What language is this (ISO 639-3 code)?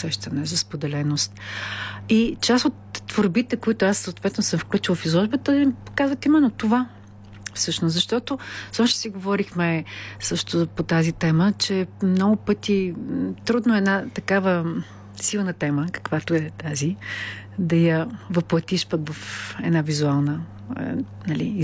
bul